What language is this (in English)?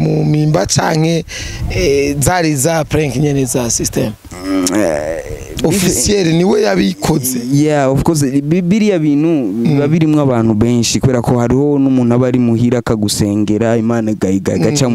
Rundi